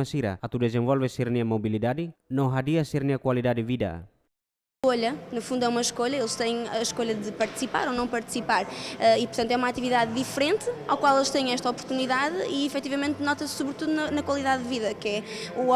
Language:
Tetum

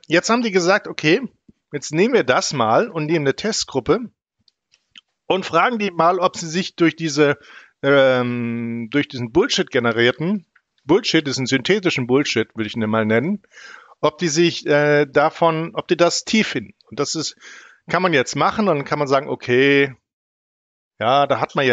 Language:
German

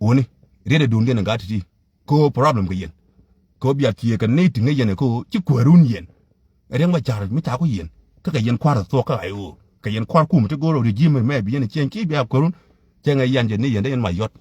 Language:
Nuer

